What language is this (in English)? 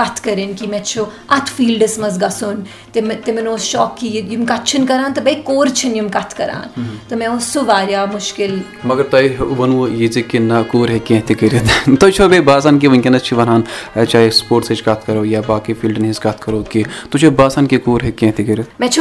Kashmiri